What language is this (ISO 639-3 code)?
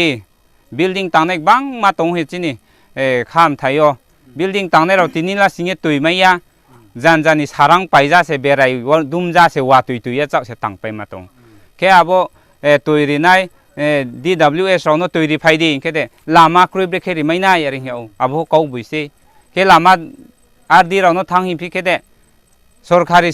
ria